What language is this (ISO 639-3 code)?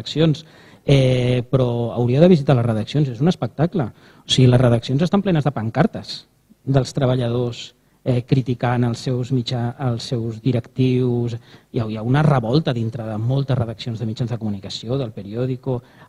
cat